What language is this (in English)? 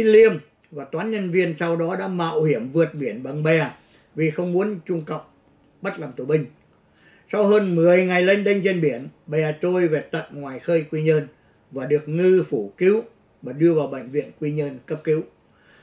Vietnamese